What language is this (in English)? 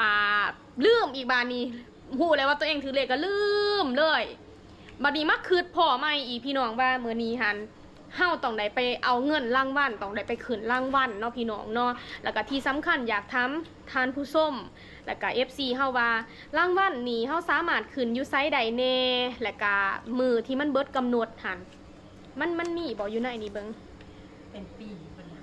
Lao